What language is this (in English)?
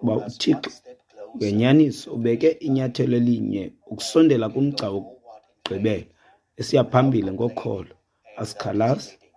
Xhosa